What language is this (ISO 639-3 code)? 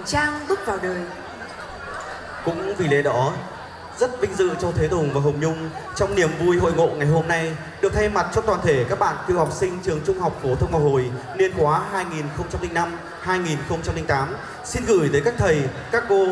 vie